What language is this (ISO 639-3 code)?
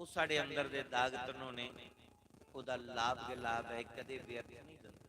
doi